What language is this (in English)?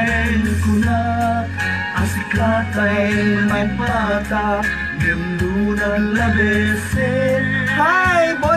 Iloko